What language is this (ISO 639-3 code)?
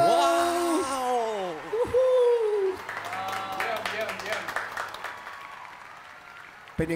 tha